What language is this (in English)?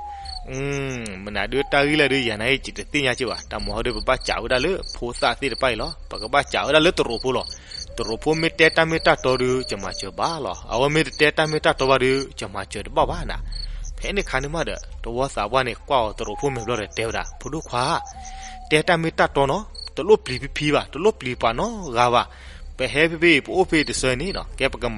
S'gaw Karen